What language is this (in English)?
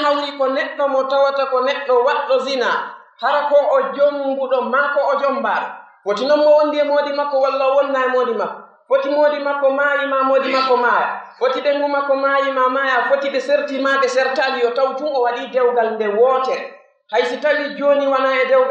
Pular